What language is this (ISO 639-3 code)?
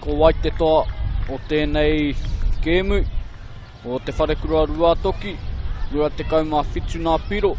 mri